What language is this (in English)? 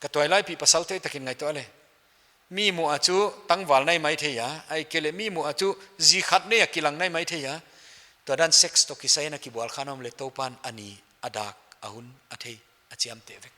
Paite Chin